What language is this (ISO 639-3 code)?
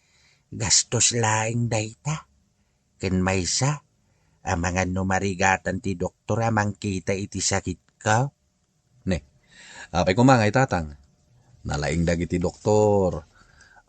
ilo